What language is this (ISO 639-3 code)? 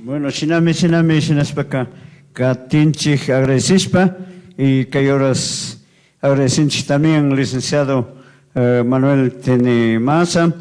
qug